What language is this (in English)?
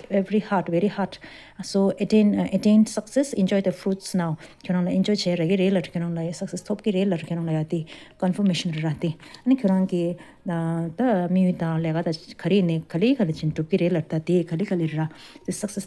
Tibetan